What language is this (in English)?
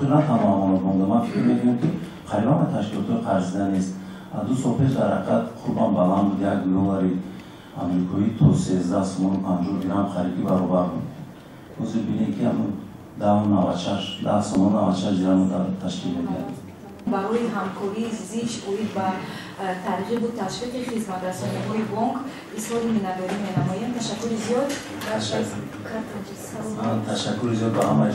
Tajik